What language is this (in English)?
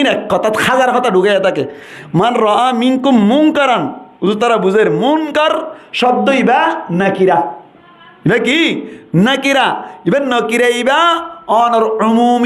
Rohingya